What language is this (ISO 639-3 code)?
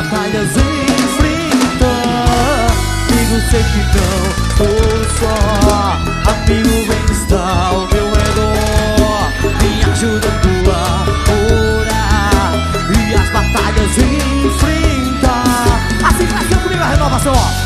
por